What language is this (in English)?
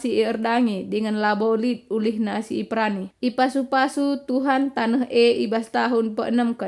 Batak Karo